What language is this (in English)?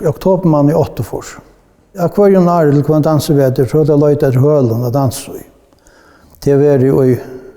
Faroese